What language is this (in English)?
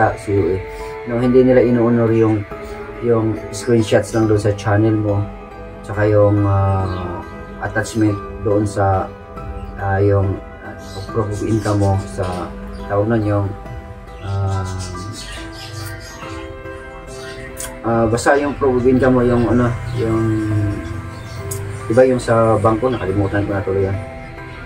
Filipino